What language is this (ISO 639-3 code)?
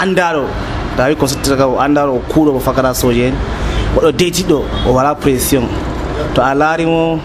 fuv